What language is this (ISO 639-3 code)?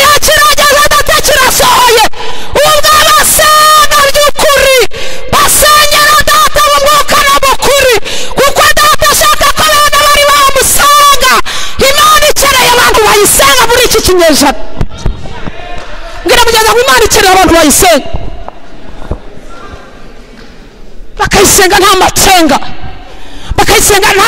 kin